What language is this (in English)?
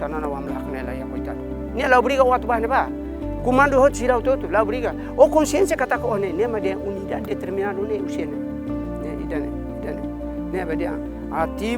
Tetum